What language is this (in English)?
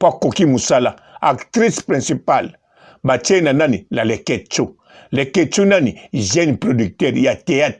Lingala